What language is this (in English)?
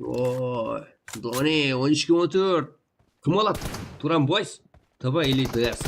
Kara-Kalpak